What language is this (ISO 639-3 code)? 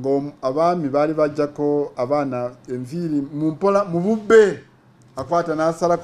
lug